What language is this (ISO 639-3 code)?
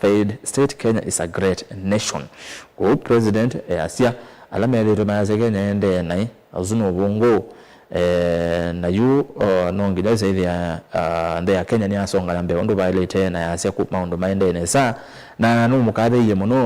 kam